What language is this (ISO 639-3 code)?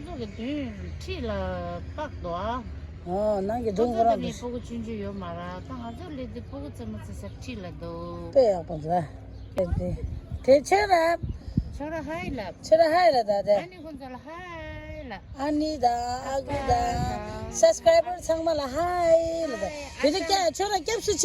bod